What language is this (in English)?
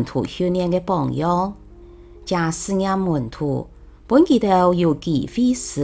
Hakka Chinese